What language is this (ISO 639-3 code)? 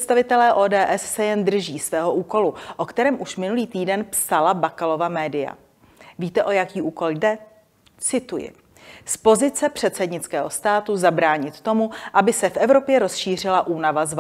ces